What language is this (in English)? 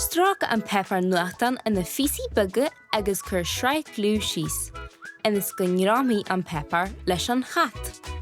Irish